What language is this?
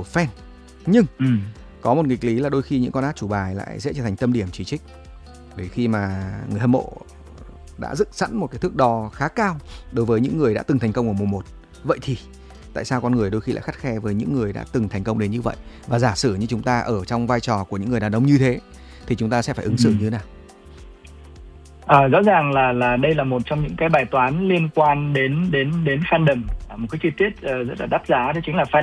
Vietnamese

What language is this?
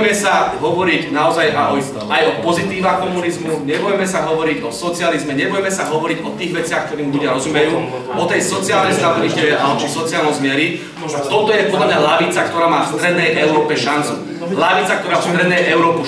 Slovak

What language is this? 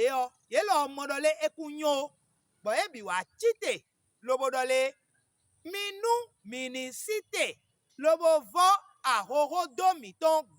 Fon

